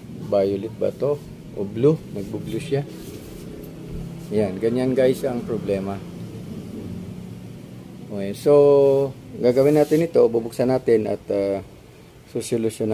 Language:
Filipino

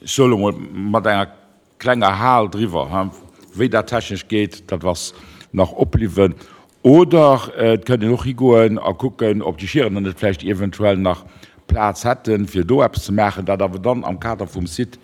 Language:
Luxembourgish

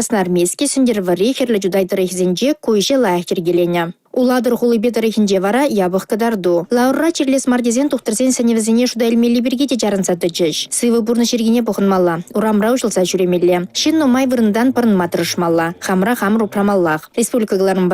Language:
Chuvash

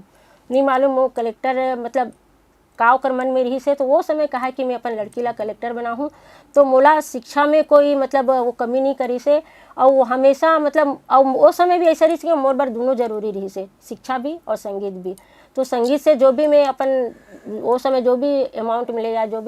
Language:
Chhattisgarhi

